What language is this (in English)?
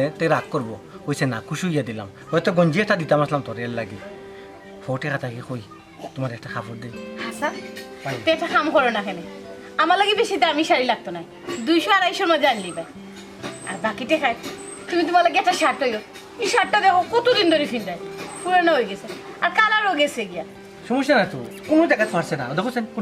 Sylheti